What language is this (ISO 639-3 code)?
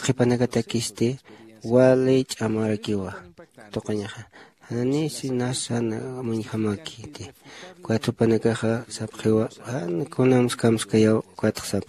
aym